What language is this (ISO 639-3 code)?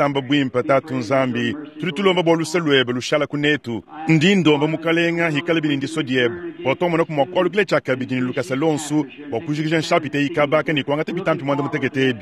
lua